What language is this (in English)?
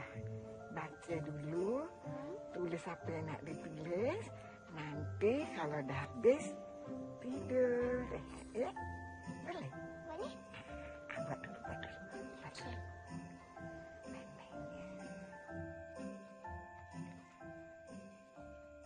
Malay